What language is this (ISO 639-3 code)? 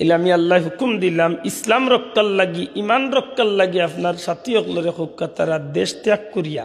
syl